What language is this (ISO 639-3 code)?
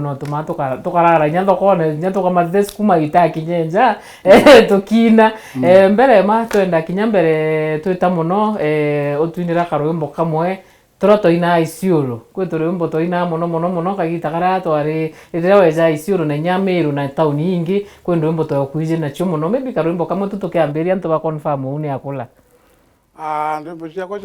mer